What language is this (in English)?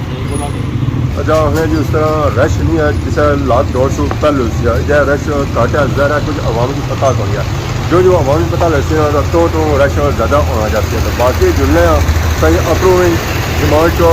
Pahari-Potwari